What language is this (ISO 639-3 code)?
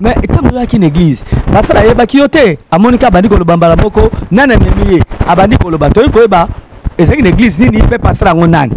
lin